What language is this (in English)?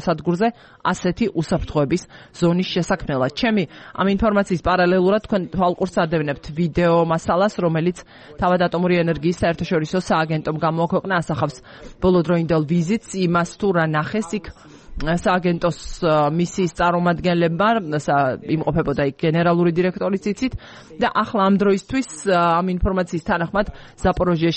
Georgian